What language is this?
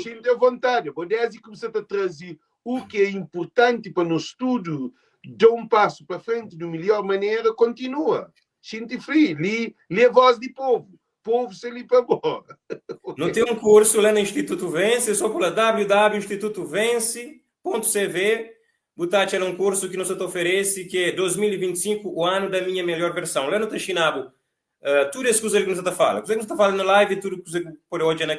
Kabuverdianu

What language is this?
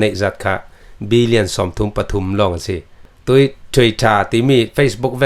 Falam Chin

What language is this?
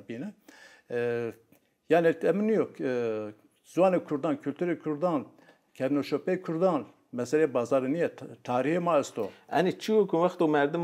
Zaza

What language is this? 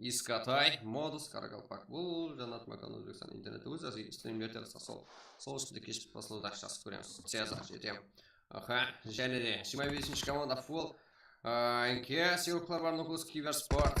Kara-Kalpak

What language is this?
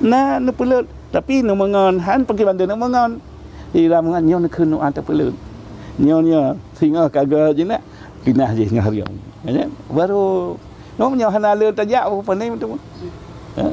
Achinese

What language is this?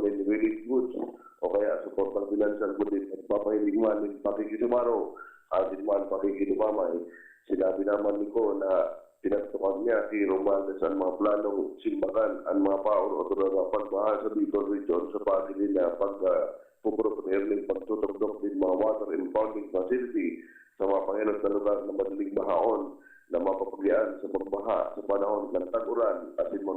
Bikol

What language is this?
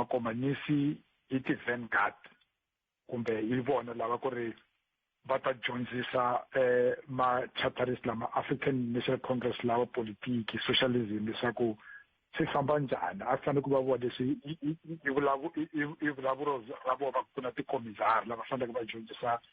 Tsonga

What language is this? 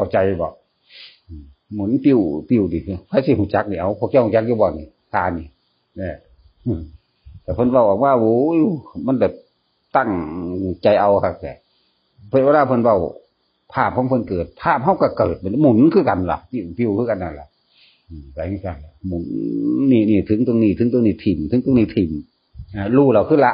Northeastern Thai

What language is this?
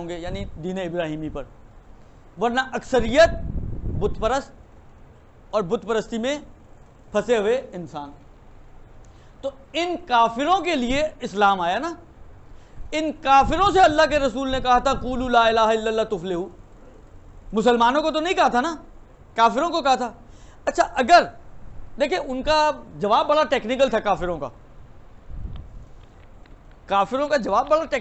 Urdu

